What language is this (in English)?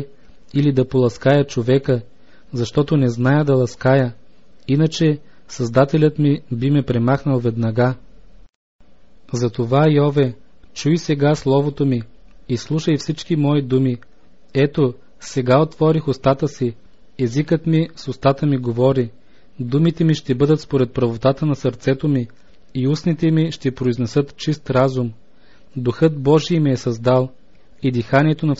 Bulgarian